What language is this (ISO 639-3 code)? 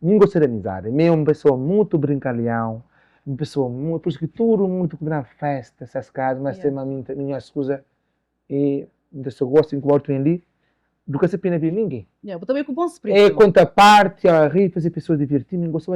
kea